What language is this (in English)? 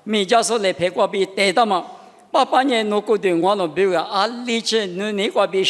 Lisu